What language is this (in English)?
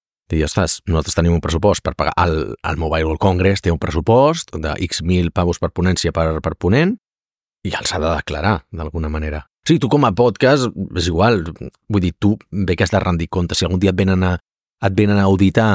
Catalan